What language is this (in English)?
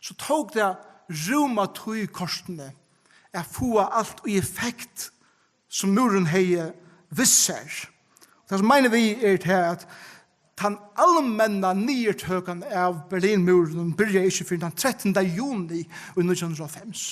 Faroese